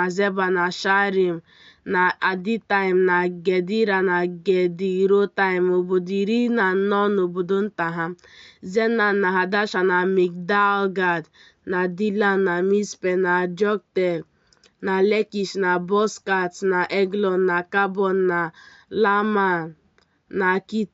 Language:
Igbo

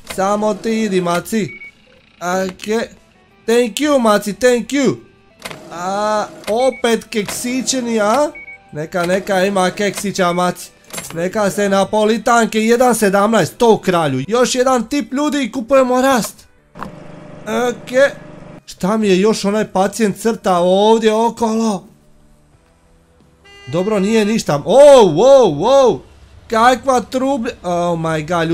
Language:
Croatian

